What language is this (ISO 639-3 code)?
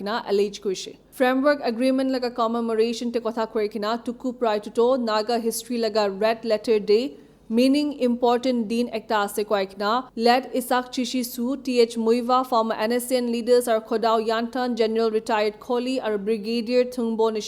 nag